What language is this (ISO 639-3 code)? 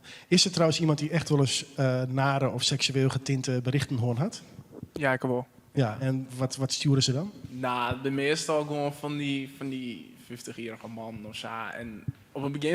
fry